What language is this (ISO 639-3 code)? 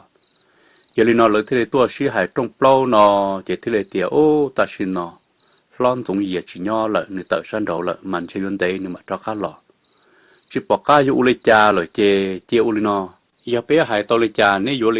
hmn